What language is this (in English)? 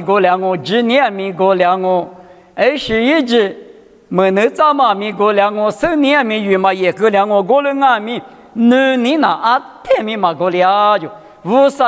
Lisu